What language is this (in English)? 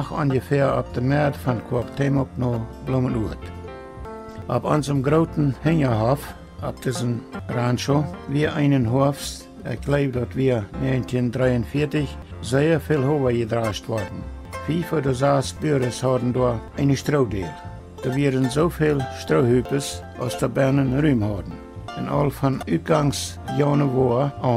Plautdietsch